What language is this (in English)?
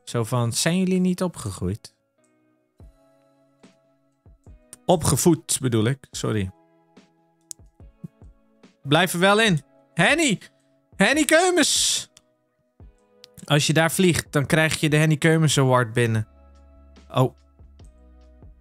Dutch